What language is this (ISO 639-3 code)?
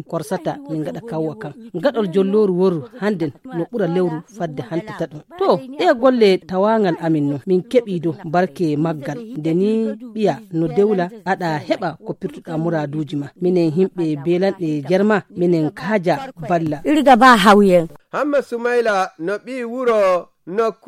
ful